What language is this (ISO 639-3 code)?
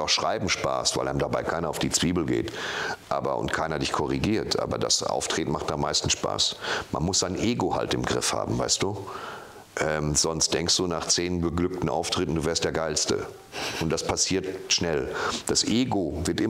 deu